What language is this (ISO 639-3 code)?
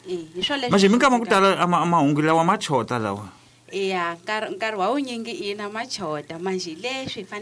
tso